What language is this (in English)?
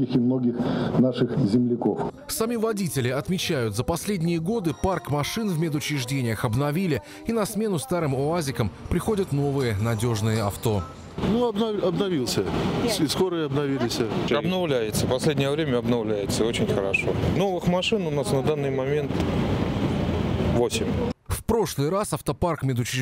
Russian